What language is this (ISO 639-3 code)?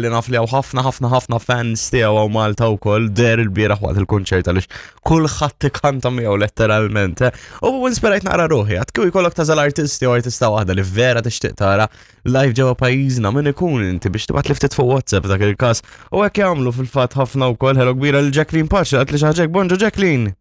mlt